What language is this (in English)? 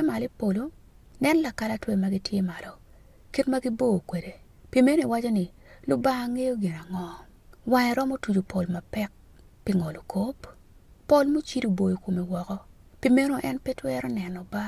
Acoli